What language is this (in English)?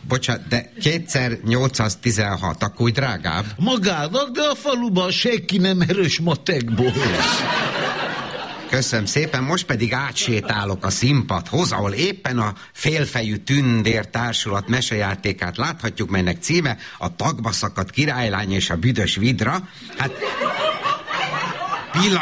Hungarian